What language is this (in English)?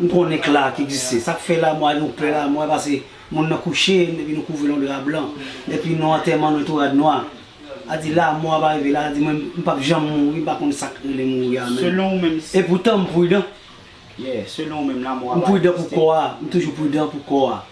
Haitian Creole